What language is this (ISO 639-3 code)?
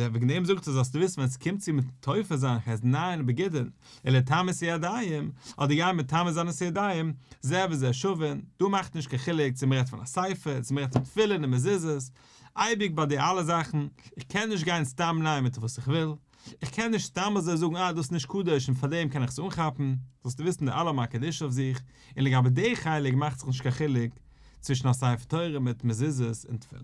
yid